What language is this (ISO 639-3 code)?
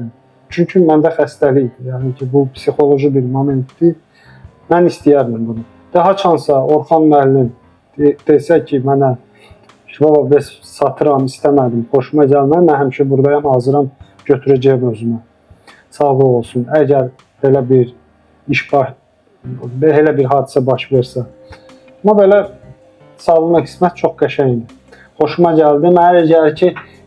aze